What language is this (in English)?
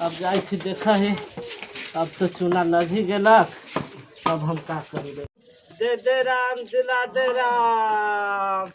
Magahi